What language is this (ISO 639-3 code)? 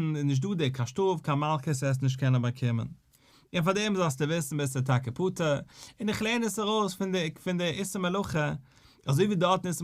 yid